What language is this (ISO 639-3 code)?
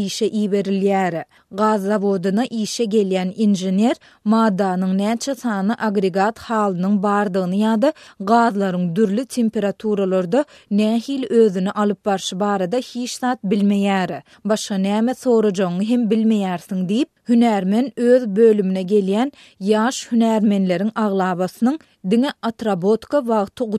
tuk